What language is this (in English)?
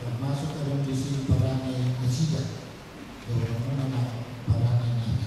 Batak Toba